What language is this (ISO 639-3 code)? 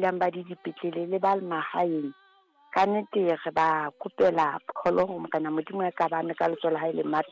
sot